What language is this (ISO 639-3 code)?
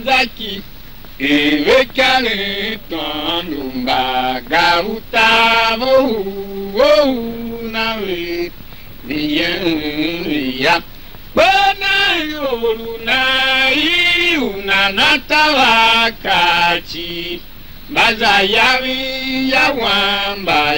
tiv